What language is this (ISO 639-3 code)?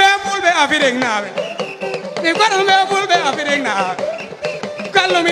ful